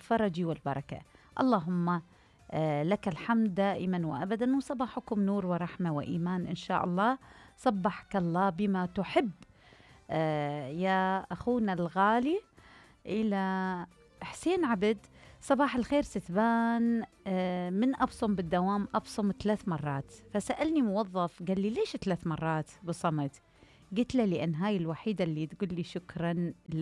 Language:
Mesopotamian Arabic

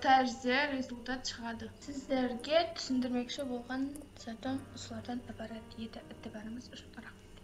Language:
Kara-Kalpak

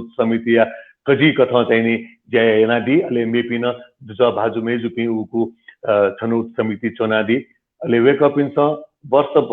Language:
Newari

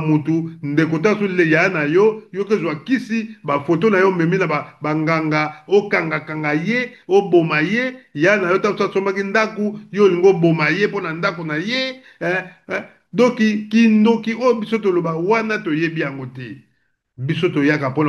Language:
Lingala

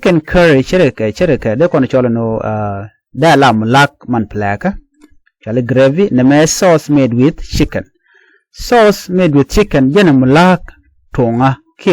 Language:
Nuer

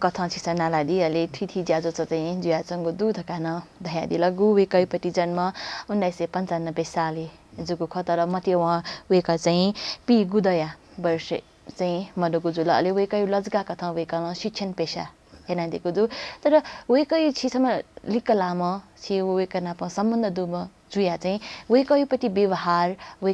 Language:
Newari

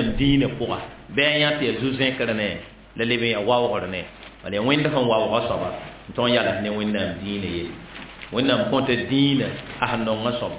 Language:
Mossi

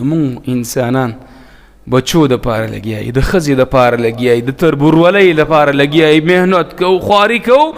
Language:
Pashto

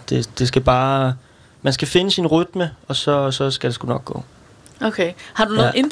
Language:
Danish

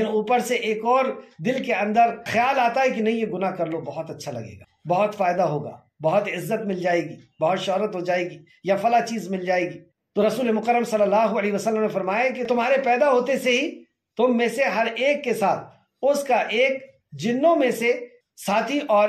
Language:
Urdu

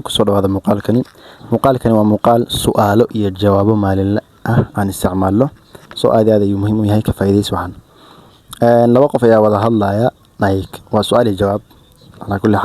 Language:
Somali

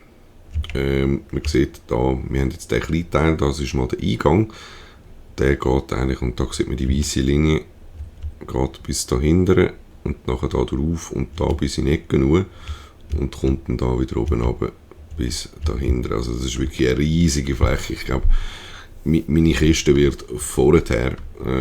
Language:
Swiss German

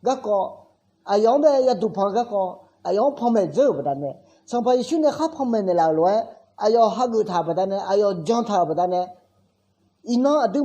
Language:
Akha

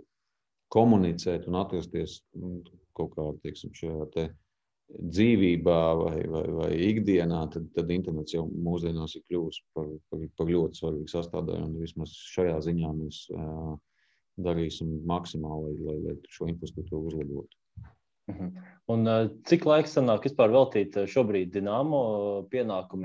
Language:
Latvian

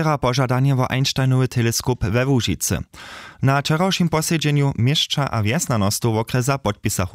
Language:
Upper Sorbian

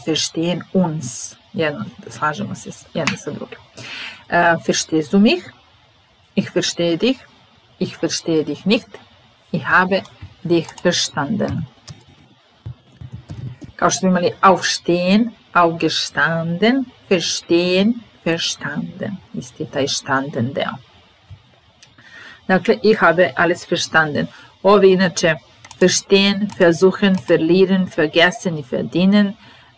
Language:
Serbian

